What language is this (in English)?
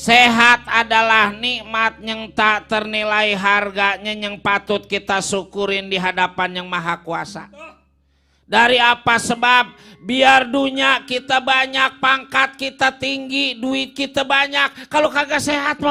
Betawi